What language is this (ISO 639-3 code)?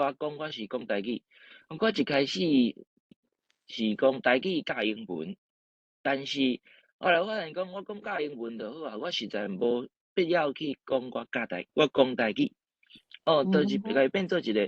nan